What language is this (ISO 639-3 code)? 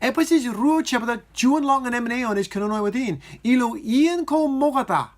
mah